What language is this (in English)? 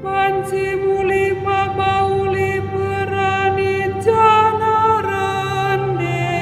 Batak Karo